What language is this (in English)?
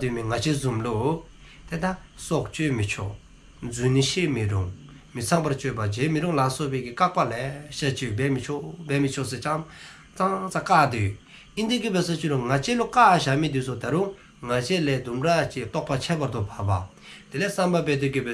Dzongkha